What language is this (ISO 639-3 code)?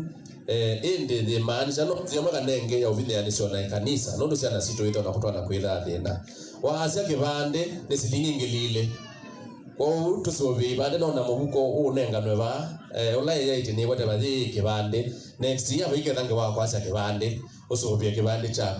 kam